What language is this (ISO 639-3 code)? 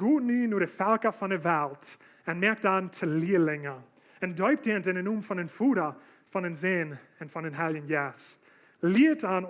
pdt